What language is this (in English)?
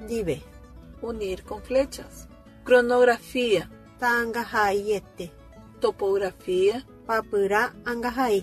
Guarani